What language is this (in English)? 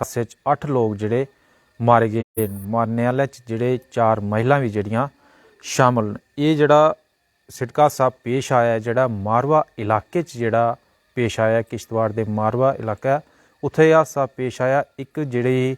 Dogri